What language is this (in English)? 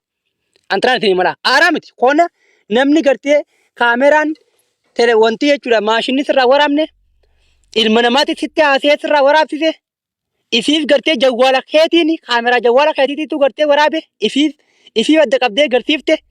Oromo